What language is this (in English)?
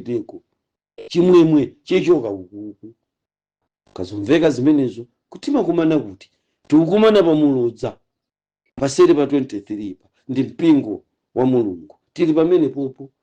Nyanja